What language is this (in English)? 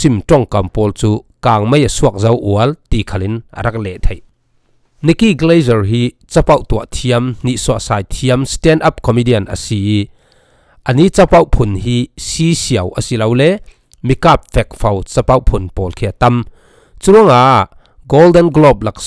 Falam Chin